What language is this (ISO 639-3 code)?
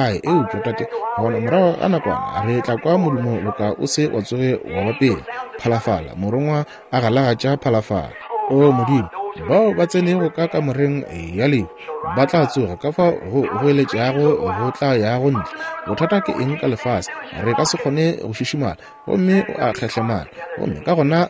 nso